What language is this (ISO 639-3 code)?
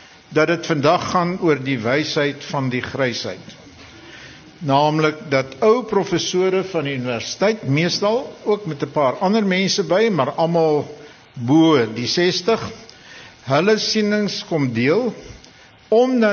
afr